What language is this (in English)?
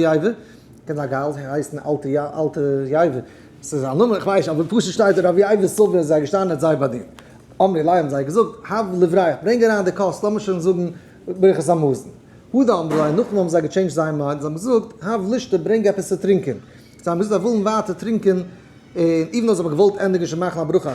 Yiddish